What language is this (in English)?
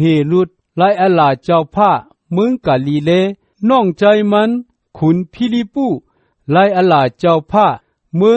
Shan